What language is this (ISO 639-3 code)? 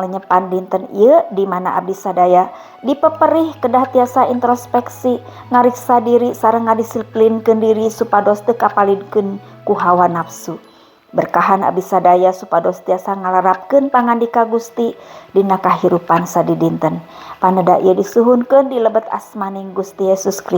sun